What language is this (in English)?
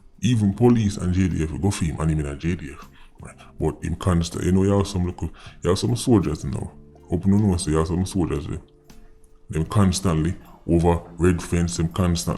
Jamaican Creole English